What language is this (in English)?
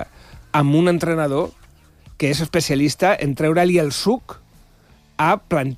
Catalan